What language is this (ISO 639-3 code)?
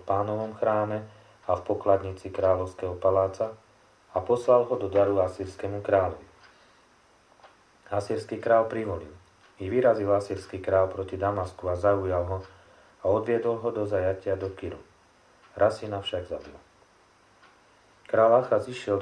slk